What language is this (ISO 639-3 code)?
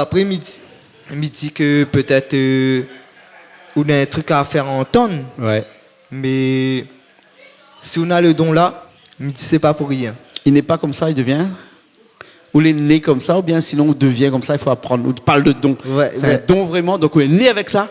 rcf